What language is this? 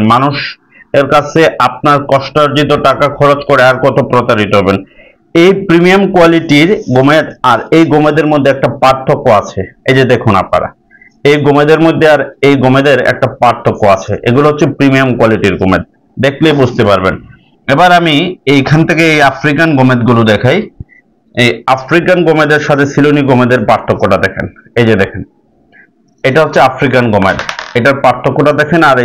Bangla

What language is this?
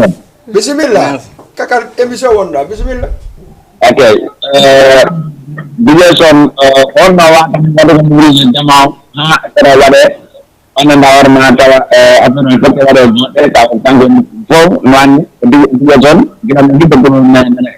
Fula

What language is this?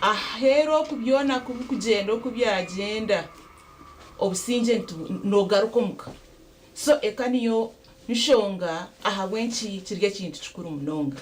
Nyankole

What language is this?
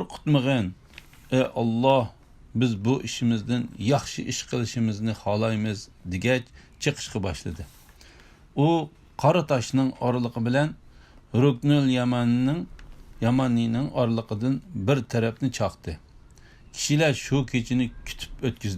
Uyghur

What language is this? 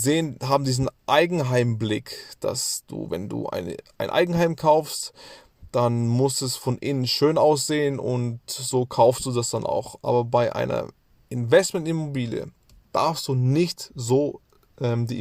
German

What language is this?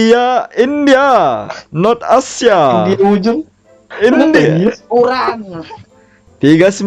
Banjar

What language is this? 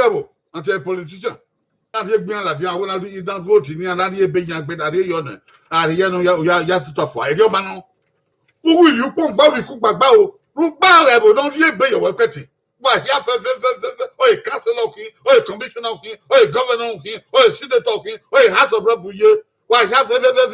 Bini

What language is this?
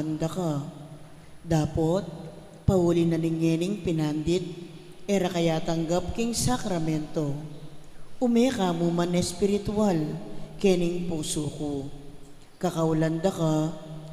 Pampanga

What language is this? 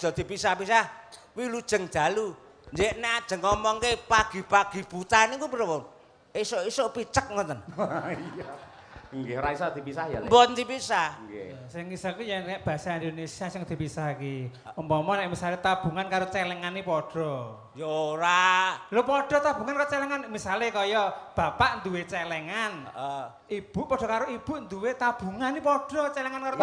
Javanese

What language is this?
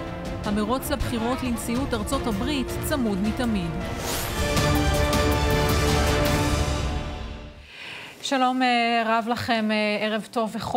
Hebrew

